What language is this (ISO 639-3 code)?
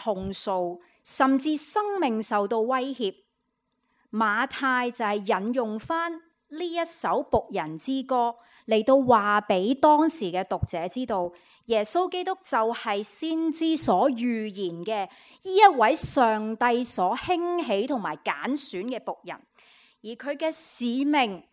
yue